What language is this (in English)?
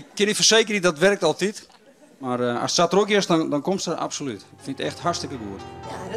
Western Frisian